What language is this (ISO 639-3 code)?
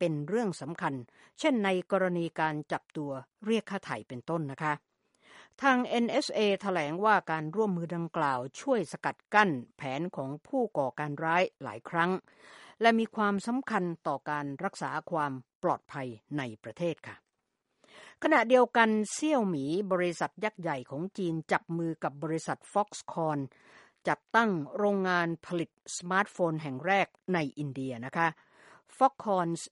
tha